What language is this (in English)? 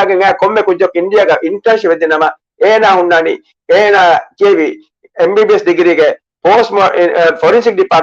Divehi